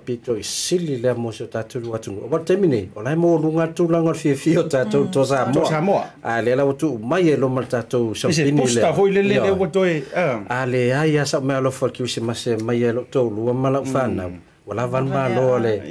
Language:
Samoan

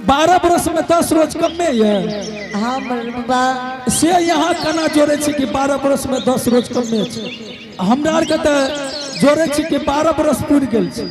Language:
Angika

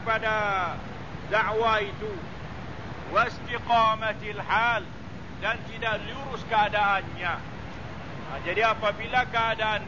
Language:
Malay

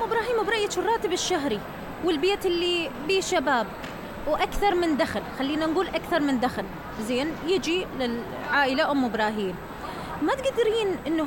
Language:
Mesopotamian Arabic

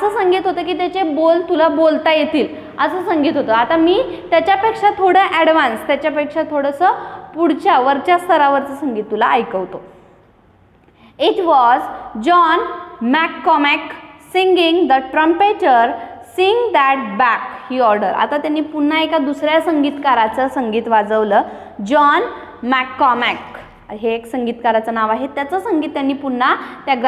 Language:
Marathi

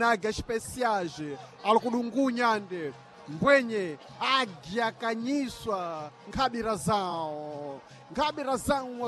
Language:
Sena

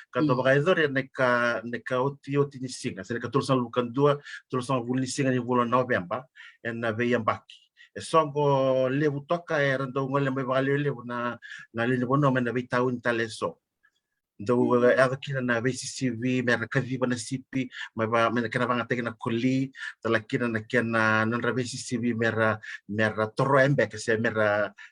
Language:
Fijian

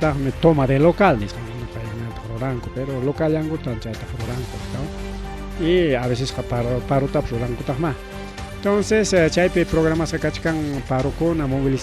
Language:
Ayacucho Quechua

